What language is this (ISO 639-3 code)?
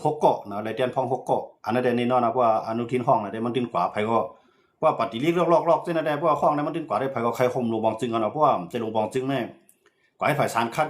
shn